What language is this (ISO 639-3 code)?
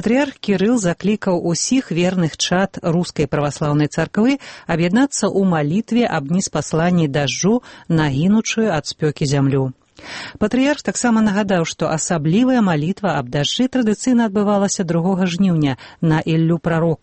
bel